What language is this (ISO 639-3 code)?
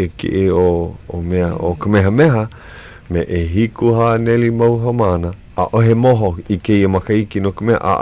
haw